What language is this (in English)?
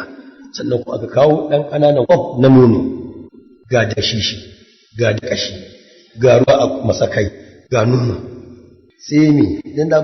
Hausa